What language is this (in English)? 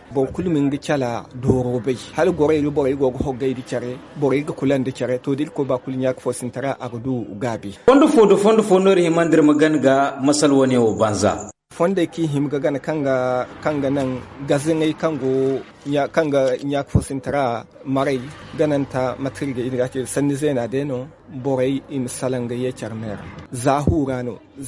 Zarma